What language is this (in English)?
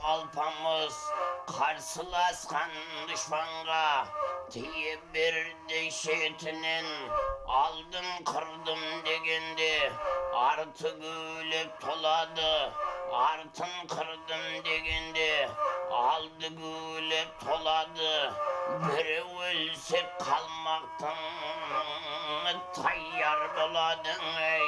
Kara-Kalpak